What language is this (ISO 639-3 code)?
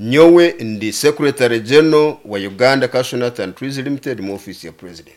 nyo